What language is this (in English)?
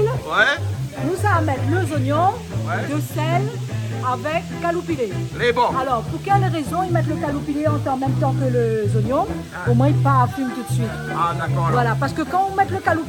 Réunion Creole French